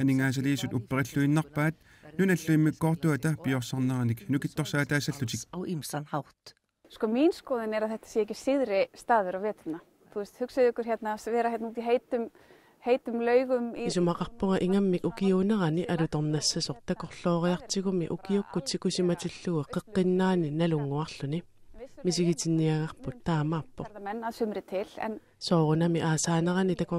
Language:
Kalaallisut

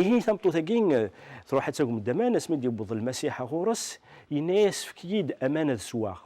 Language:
Kabyle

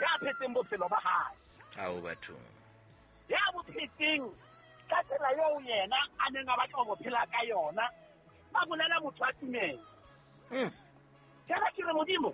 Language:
Southern Sotho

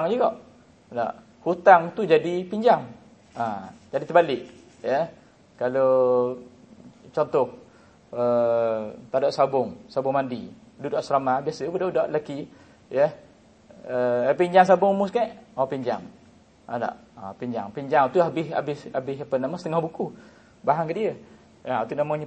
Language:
Malay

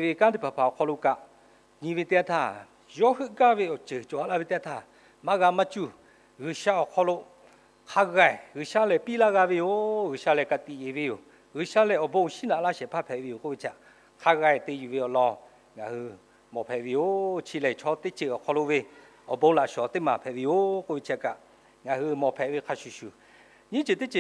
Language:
Lahu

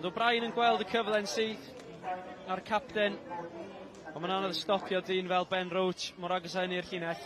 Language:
Welsh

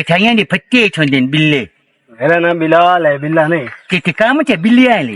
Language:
Western Panjabi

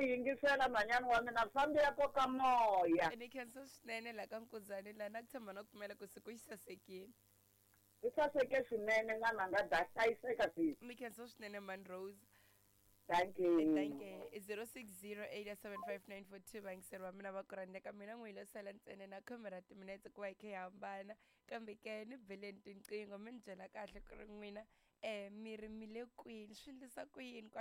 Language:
Tsonga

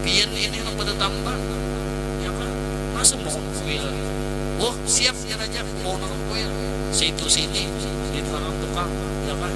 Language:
Banjar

